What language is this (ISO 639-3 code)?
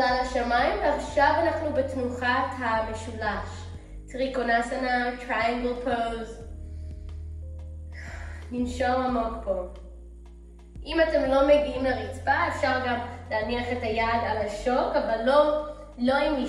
heb